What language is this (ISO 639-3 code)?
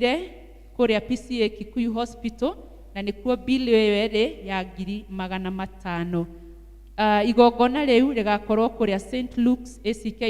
kik